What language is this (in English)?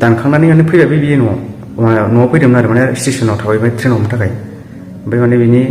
Bodo